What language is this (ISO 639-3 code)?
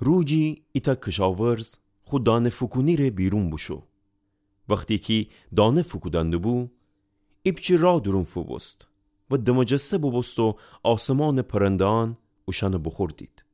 glk